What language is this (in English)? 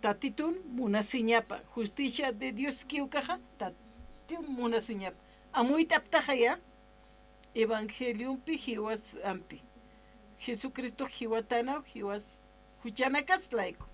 Aymara